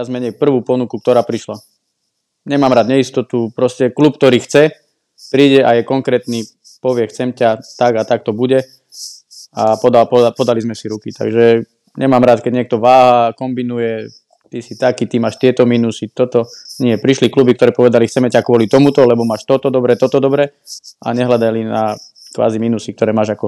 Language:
Slovak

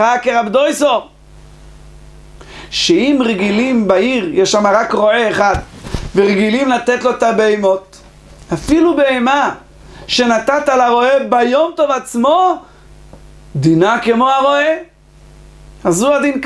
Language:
Hebrew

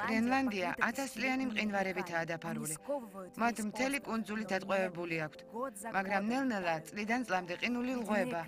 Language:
Georgian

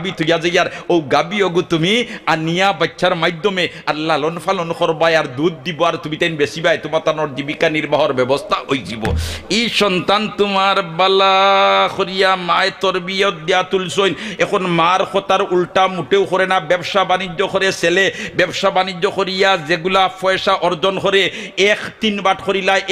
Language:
Sylheti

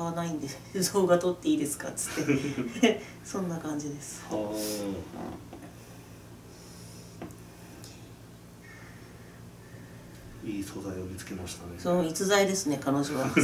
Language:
Japanese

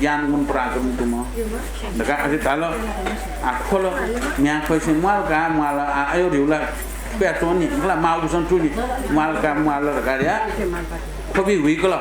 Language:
Newari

